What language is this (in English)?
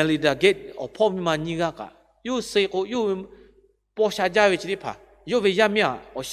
Lahu